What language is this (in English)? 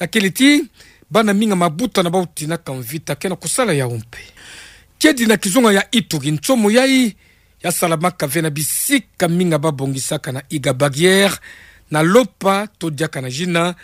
Kituba (Democratic Republic of Congo)